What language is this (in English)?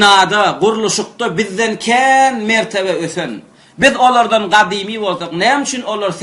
Turkmen